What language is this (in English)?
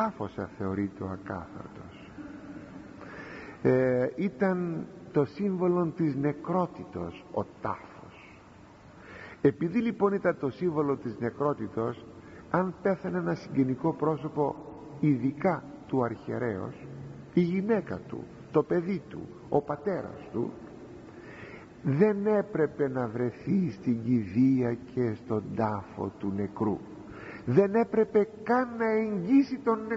Greek